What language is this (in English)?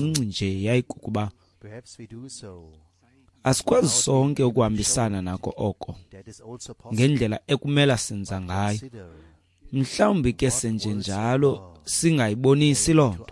Xhosa